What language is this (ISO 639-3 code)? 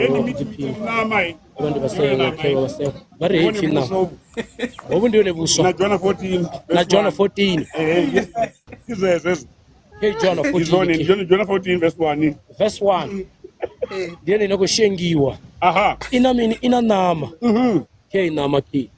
ven